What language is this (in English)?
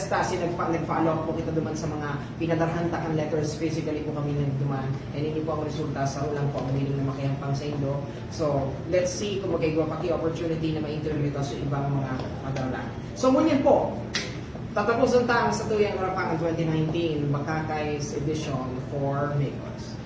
Bikol